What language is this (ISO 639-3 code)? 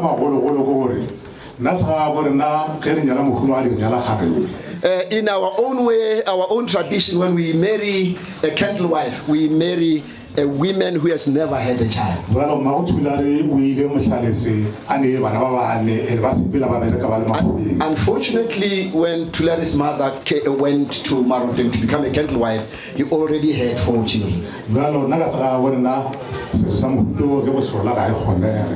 nso